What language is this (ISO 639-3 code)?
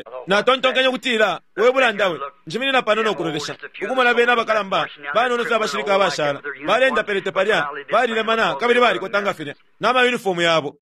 bem